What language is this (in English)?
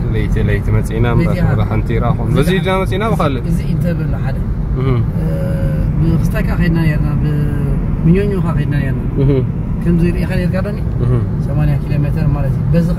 Tigrinya